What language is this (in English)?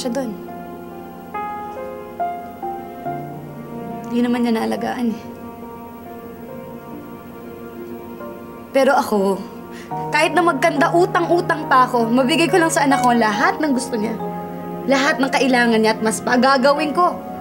Filipino